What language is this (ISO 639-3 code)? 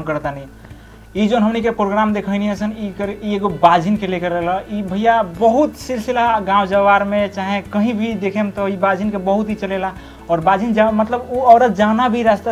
bho